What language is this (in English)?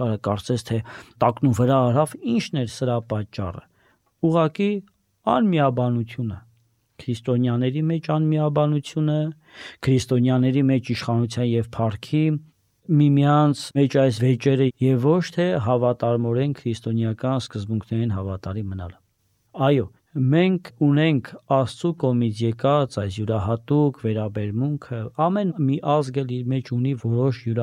Armenian